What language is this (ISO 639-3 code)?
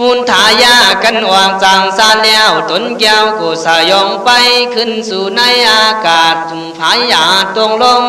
kkh